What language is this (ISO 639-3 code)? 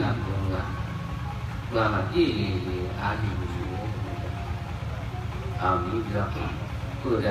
mya